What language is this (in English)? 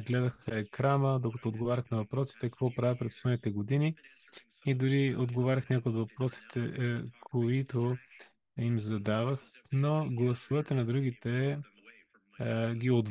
Bulgarian